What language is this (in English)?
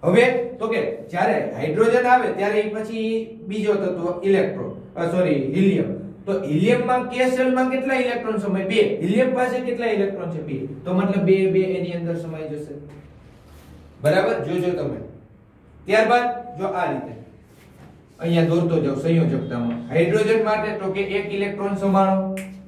Gujarati